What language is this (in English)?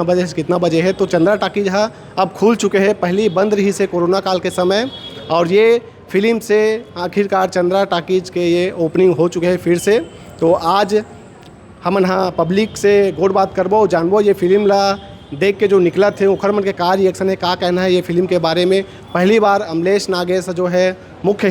Chhattisgarhi